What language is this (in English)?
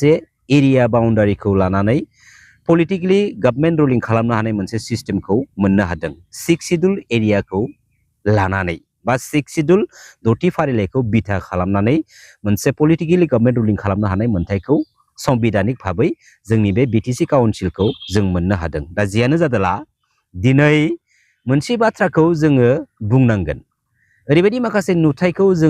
Bodo